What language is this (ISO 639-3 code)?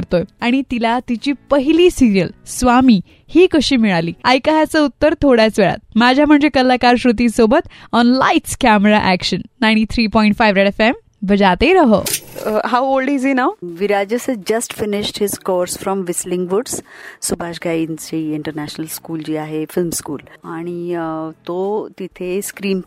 mar